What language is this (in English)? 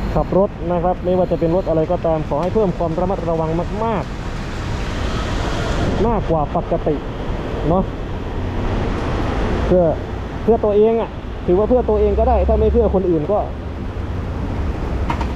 Thai